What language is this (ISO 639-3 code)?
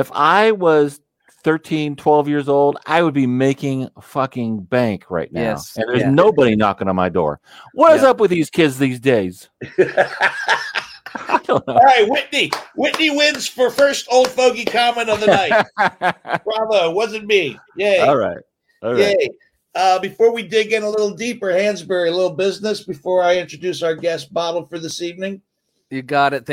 eng